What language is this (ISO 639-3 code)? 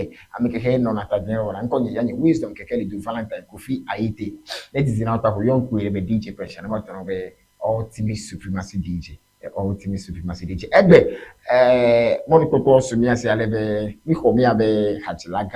ewe